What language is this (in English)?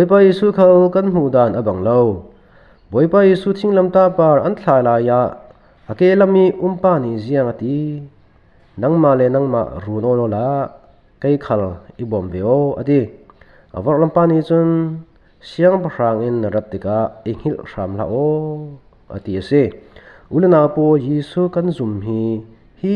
Falam Chin